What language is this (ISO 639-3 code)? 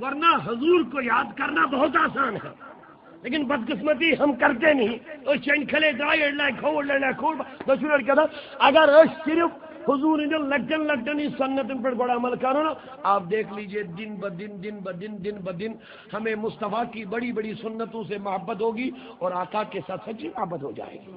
kas